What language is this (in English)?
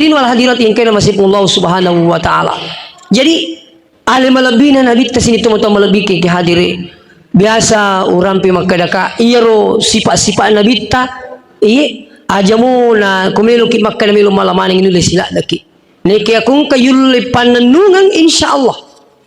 Buginese